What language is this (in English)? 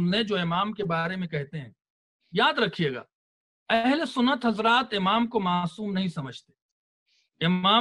Urdu